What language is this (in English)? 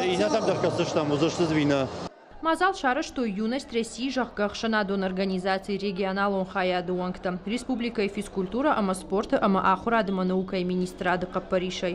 Ossetic